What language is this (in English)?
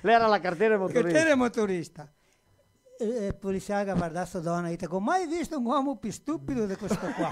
Venetian